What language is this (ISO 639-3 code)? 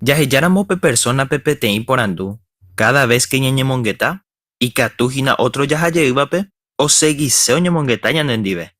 grn